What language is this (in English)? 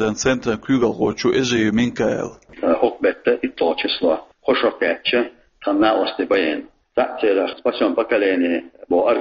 Chechen